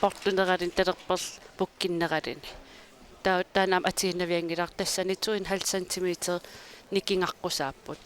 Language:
Kalaallisut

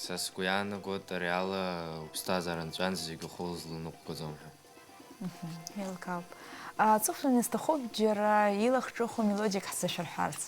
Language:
Abkhazian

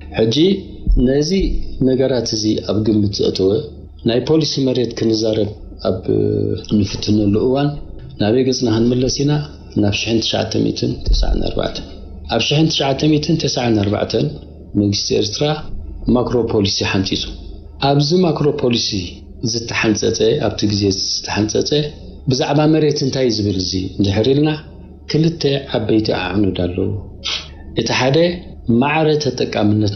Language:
Tigrinya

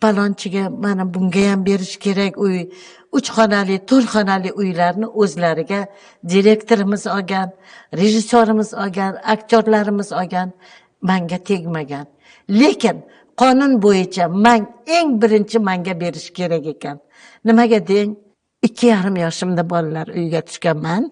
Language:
Uzbek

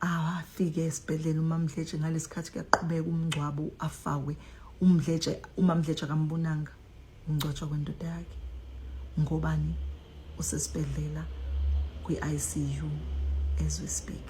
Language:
Zulu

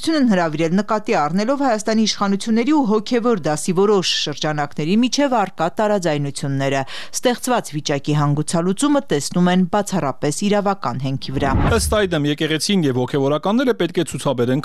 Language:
Armenian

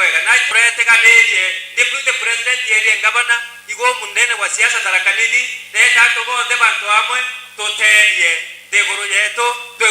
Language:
Meru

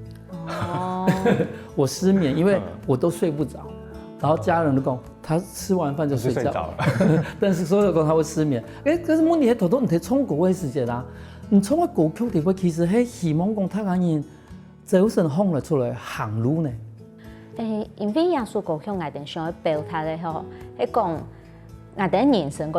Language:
Hakka Chinese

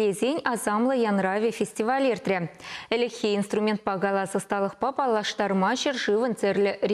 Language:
Chuvash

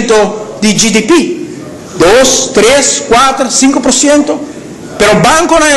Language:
Papiamento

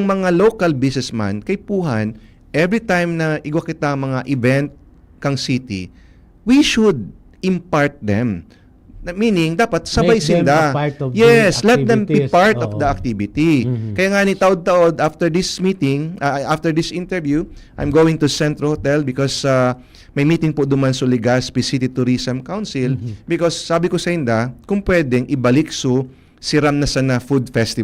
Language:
Bikol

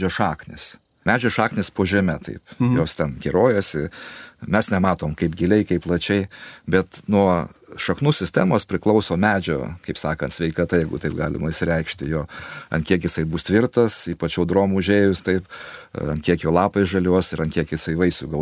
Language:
Lithuanian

